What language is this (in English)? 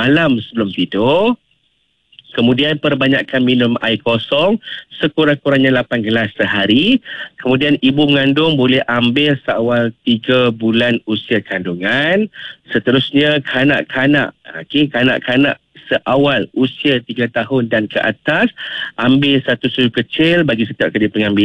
Malay